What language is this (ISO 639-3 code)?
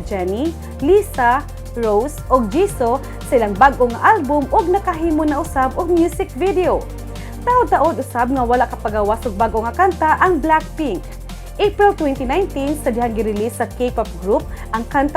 ceb